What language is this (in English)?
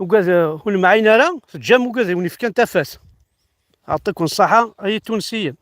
Kabyle